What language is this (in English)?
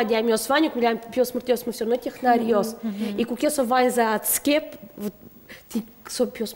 Udmurt